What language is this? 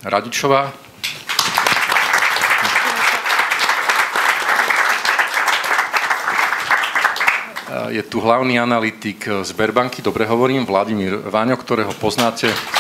Slovak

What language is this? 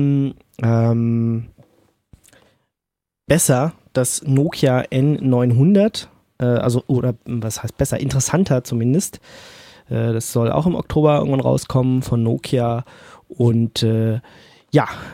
German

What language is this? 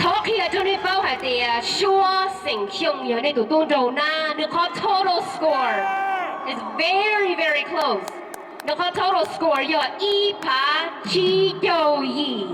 Hmong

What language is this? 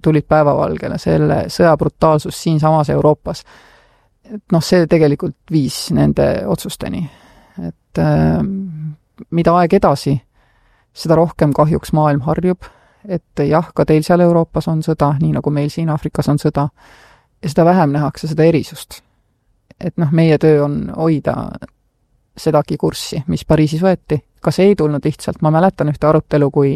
Estonian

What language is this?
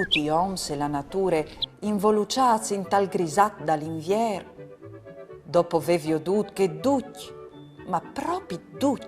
Friulian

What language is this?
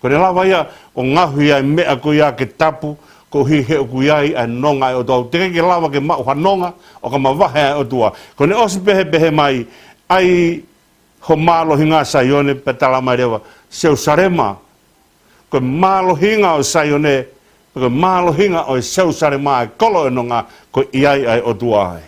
Tongan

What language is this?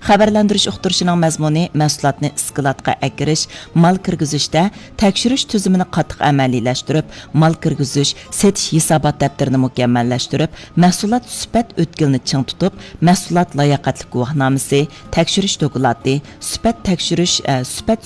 Uyghur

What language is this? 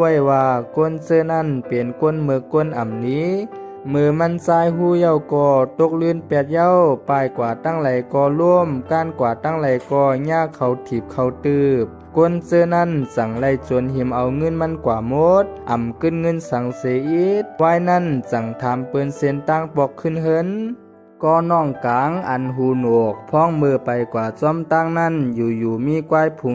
Shan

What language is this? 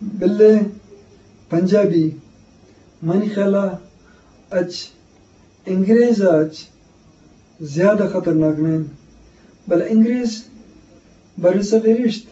Eastern Balochi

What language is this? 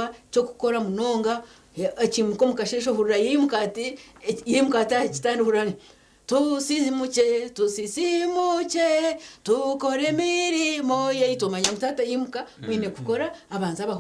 Nyankole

